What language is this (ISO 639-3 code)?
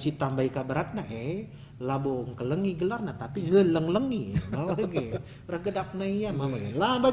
btx